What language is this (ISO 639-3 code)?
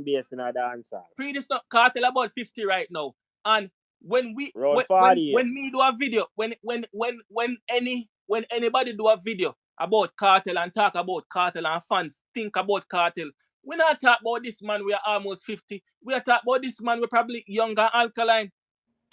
jam